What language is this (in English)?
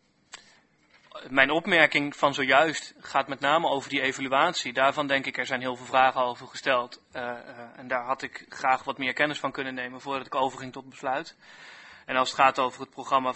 Dutch